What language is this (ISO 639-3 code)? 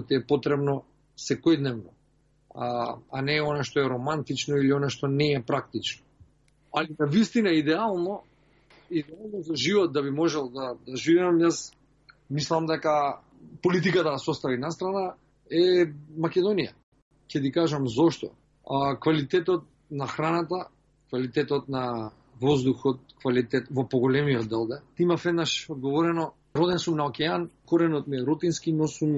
mkd